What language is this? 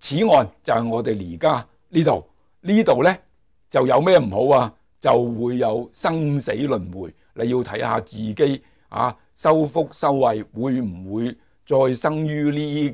Cantonese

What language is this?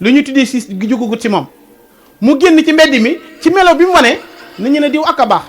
Wolof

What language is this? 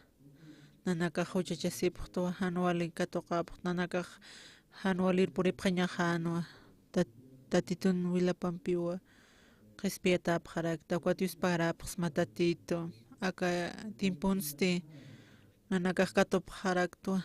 Aymara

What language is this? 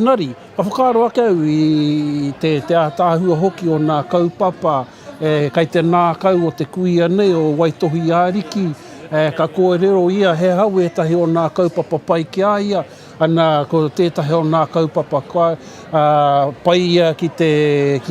Māori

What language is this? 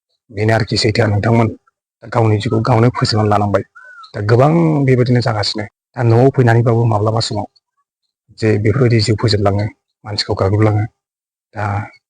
Bodo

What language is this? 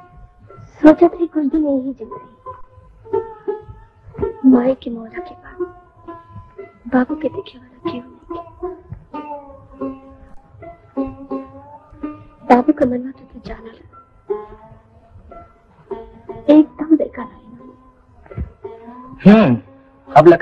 Bhojpuri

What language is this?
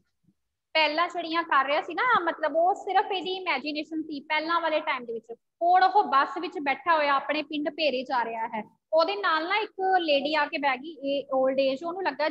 Punjabi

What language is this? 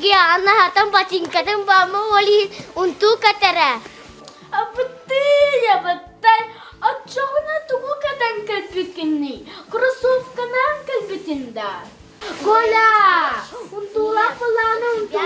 Yakut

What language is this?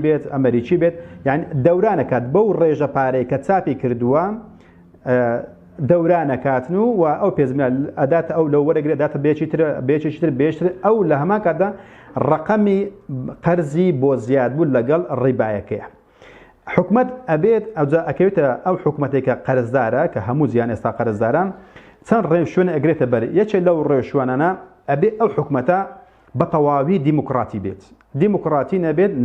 Central Kurdish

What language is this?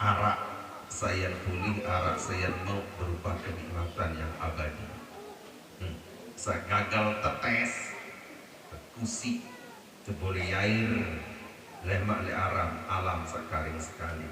Sasak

